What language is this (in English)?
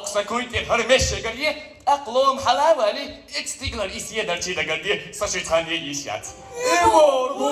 Chechen